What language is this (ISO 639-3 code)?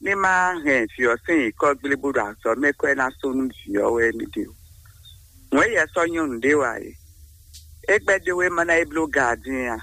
fon